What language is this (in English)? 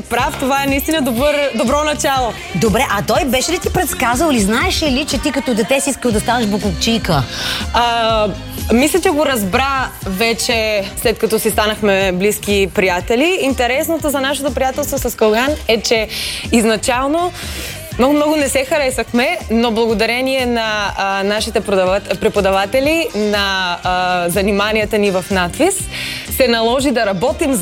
Bulgarian